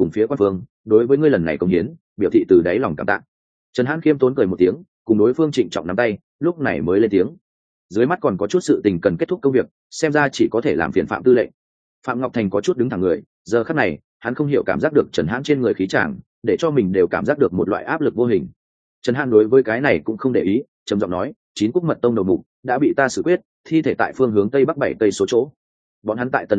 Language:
Vietnamese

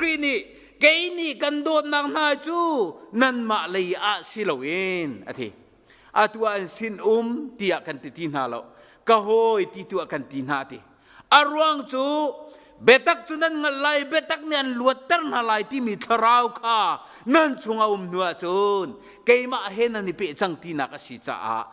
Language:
Hakha Chin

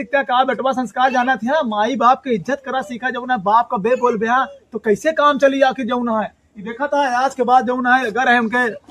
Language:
Awadhi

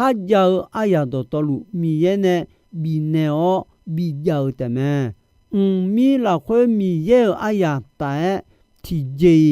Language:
Akha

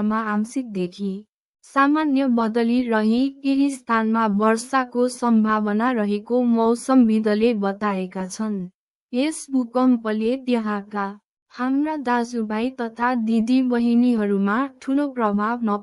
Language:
Nepali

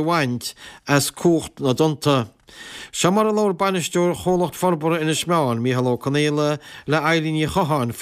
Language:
Irish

